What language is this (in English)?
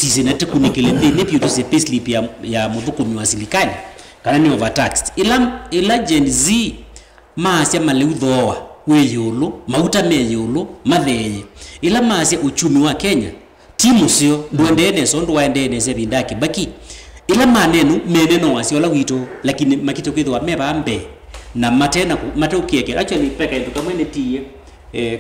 Kamba